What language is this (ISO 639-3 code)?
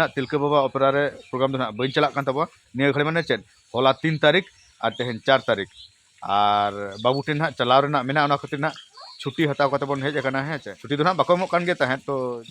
sat